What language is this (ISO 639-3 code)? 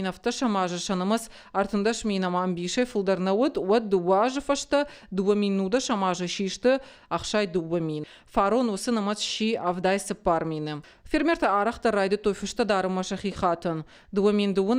oss